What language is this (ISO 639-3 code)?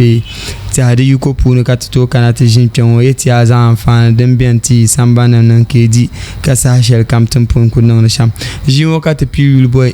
dag